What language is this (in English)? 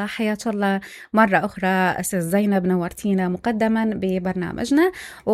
Mesopotamian Arabic